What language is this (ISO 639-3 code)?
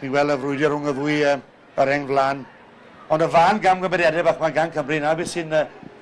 cym